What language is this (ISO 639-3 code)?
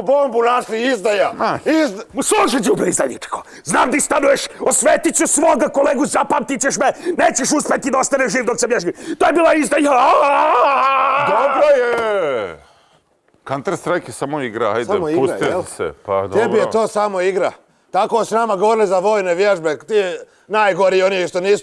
srp